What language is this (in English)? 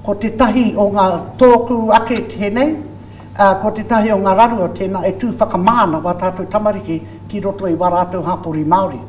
Māori